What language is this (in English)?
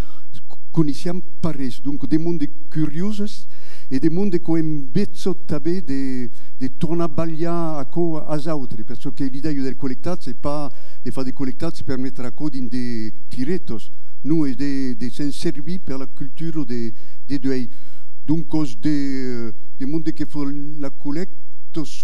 Occitan